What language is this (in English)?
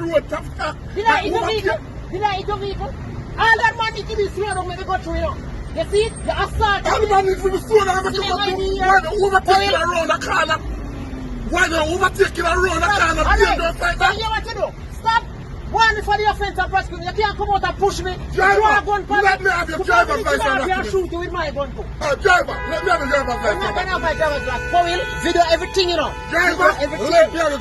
Jamaican Creole English